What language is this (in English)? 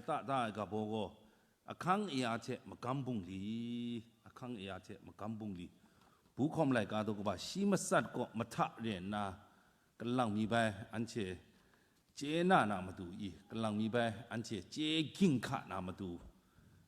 Kachin